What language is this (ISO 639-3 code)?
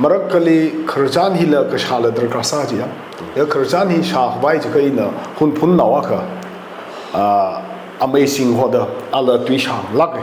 nmf